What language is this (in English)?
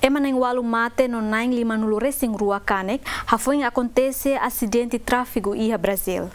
Tetum